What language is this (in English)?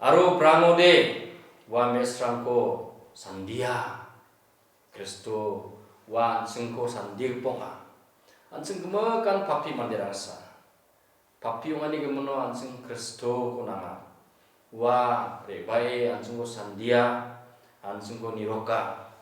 Garo